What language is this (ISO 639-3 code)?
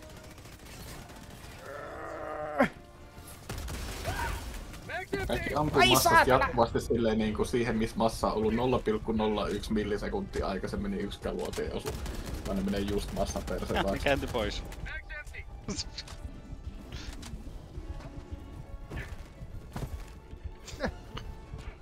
fin